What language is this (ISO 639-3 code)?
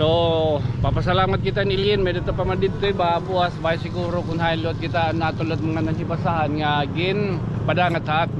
war